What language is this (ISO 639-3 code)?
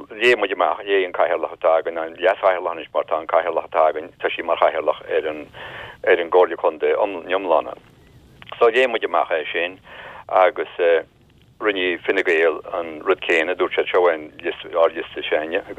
gle